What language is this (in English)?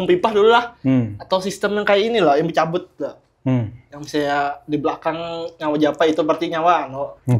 Banjar